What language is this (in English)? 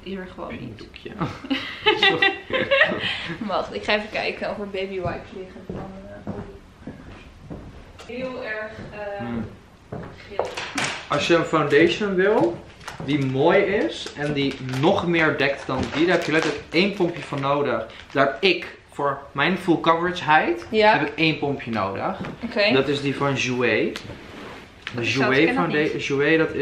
Dutch